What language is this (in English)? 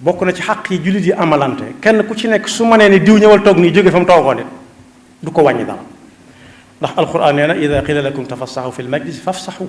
Wolof